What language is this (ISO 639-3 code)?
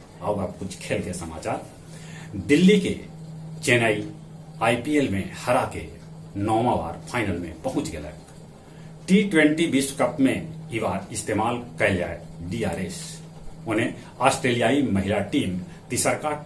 mag